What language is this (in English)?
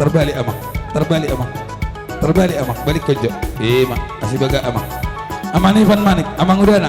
Batak Toba